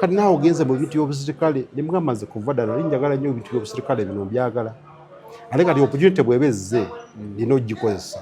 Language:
Ganda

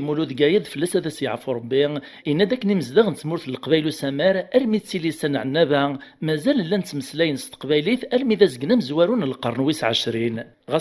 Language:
Kabyle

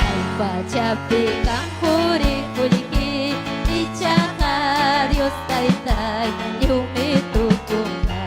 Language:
Ayacucho Quechua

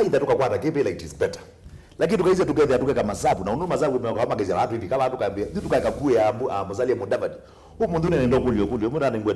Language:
Kamba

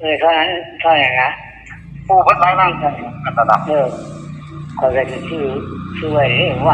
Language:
Northeastern Thai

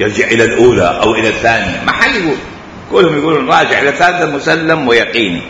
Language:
Mesopotamian Arabic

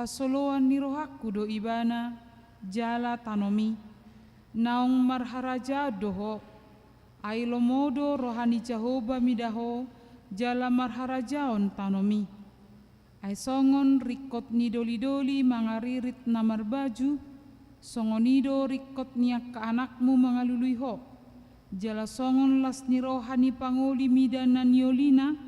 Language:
Batak Toba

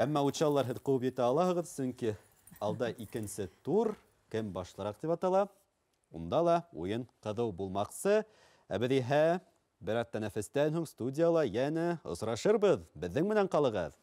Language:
Bashkir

